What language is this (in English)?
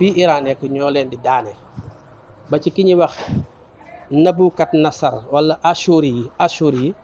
Wolof